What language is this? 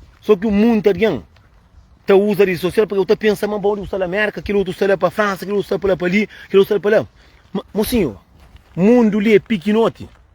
Kabuverdianu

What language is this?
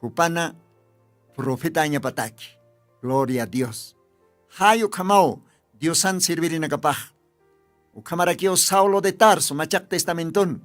Aymara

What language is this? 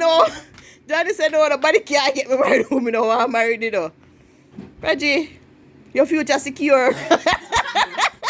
Jamaican Creole English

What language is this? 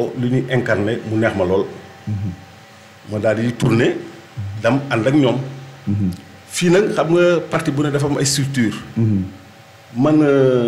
Wolof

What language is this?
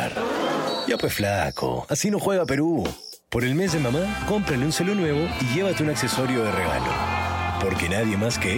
Spanish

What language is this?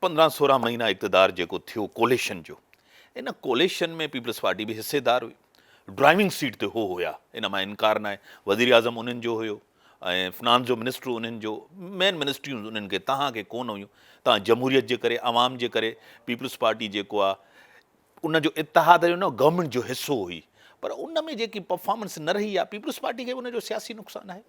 Sindhi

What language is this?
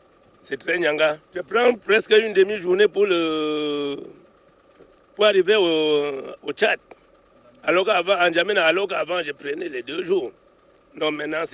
French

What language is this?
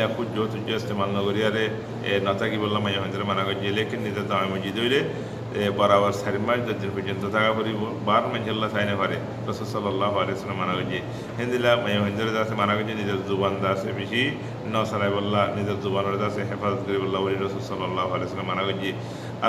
Rohingya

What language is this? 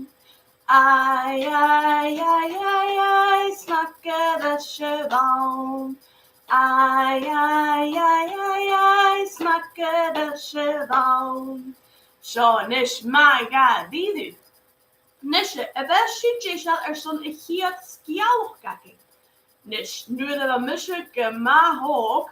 Scottish Gaelic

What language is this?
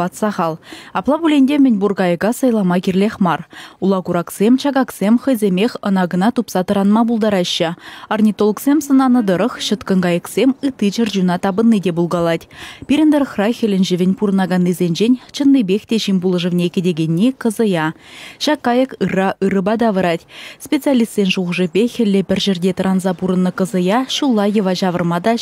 Chuvash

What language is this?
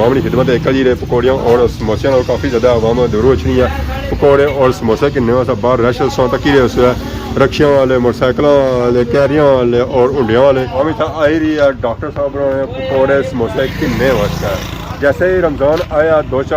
Pahari-Potwari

